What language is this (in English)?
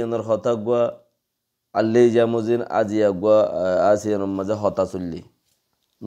Rohingya